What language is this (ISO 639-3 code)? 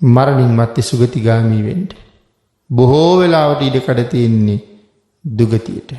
sin